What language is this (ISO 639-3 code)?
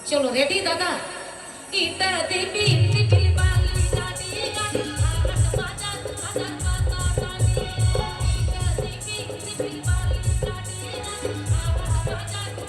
sat